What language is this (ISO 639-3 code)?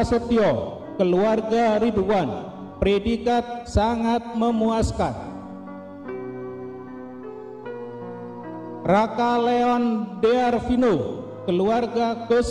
ind